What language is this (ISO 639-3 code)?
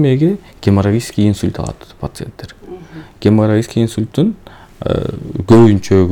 kir